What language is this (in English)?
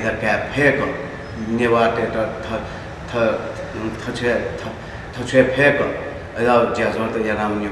Newari